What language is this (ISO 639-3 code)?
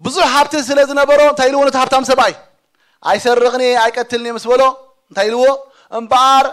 tir